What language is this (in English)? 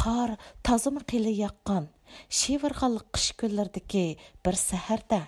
Uyghur